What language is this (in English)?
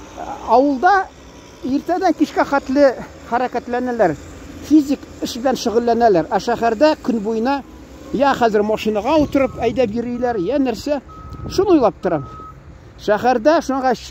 Tatar